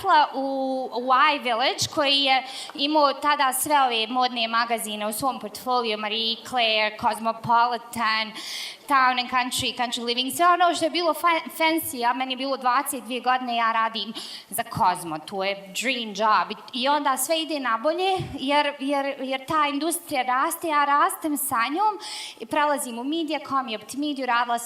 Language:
Bosnian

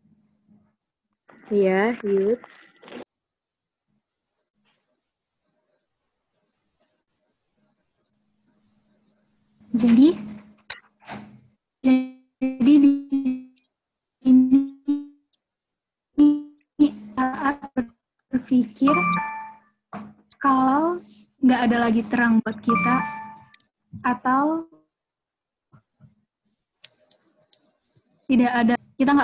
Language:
Indonesian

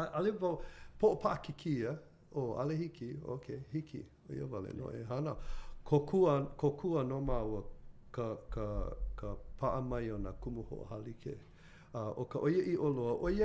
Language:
Hawaiian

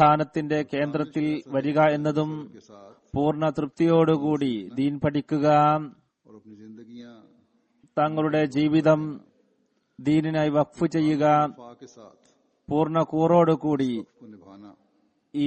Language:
Malayalam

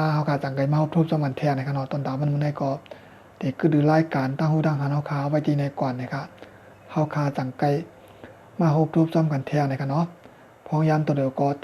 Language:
Shan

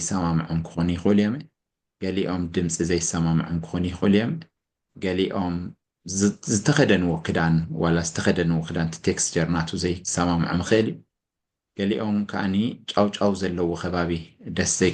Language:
Tigrinya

